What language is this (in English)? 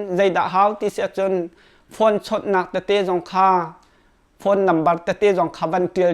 Hakha Chin